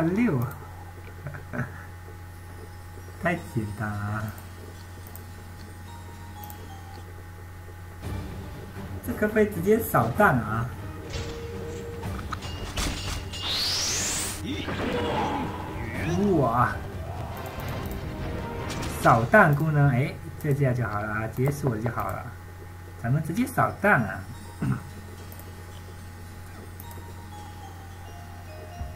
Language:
Chinese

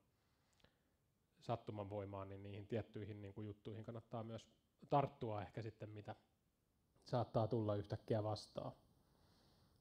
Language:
Finnish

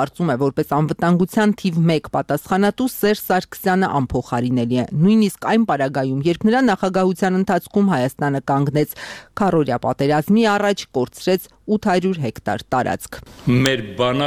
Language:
Armenian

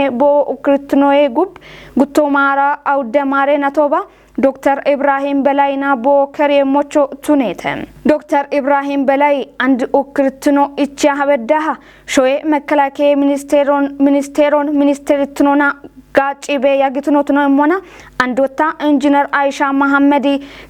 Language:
Kafa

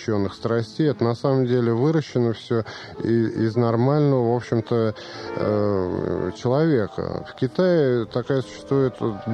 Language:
Russian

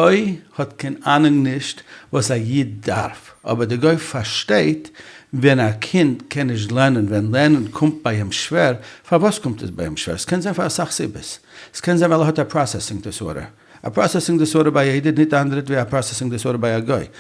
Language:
Yiddish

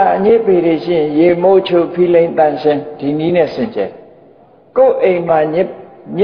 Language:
Burmese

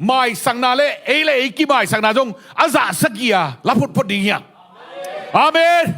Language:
Tedim Chin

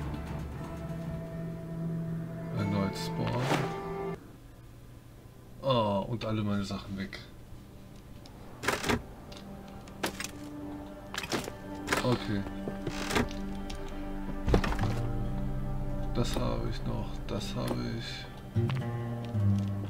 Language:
German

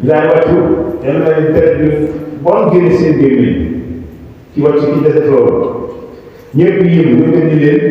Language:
Wolof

